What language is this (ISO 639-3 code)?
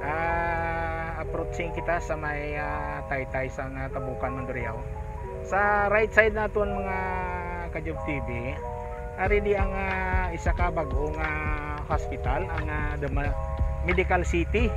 hil